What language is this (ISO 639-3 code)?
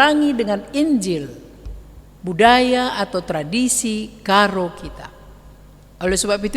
btx